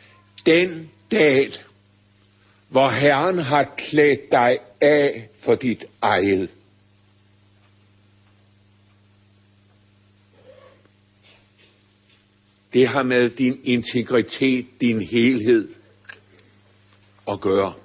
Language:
Danish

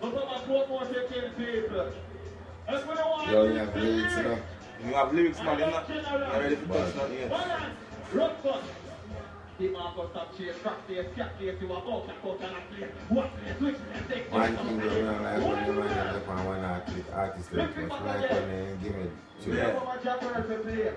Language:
Jamaican Creole English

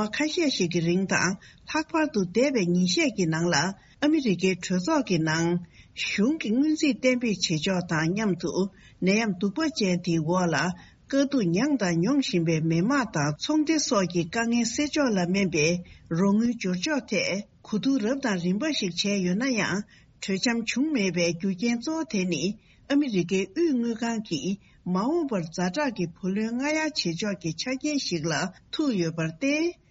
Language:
Tibetan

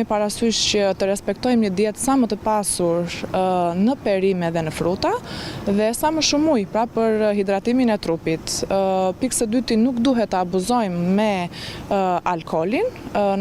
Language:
Albanian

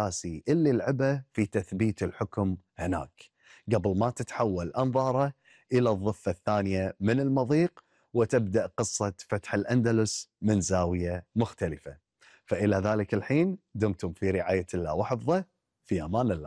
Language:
Gulf Arabic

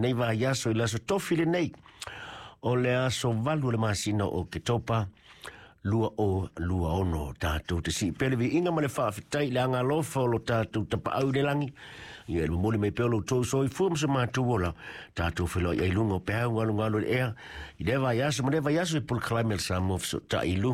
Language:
Samoan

